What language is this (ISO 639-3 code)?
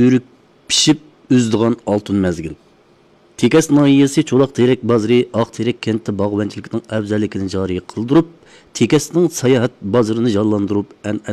uig